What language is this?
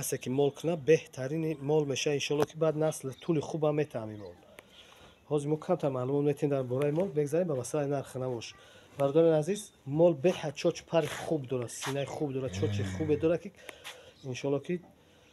Tajik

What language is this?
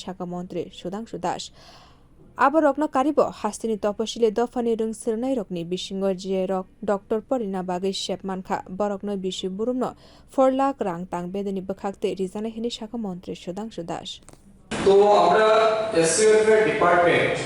Kok Borok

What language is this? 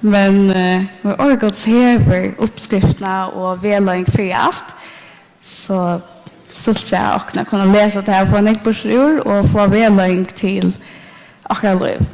Faroese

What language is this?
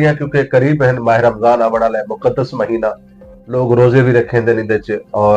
Western Panjabi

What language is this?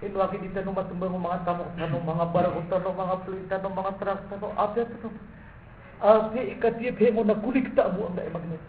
Maranao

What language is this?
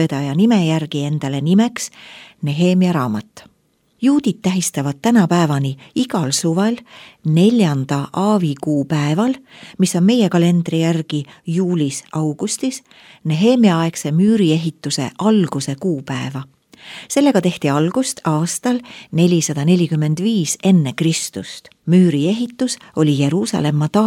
Estonian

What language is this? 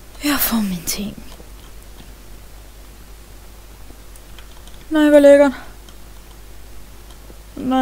Danish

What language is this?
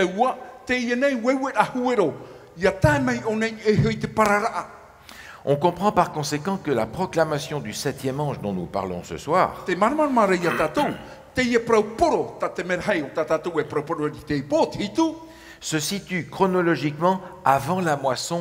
Tahitian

